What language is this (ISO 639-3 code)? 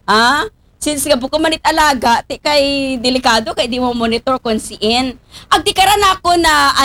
akl